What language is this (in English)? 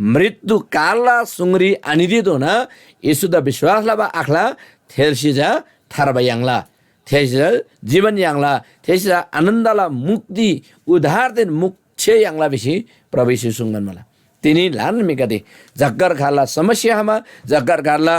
Eastern Tamang